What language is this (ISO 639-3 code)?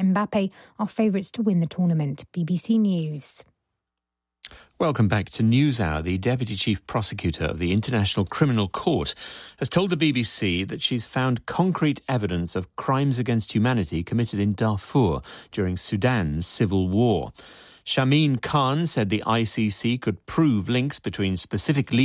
eng